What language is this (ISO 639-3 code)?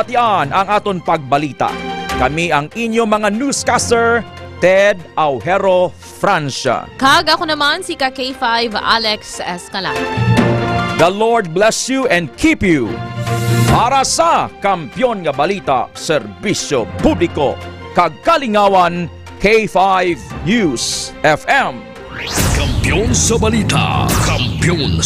hil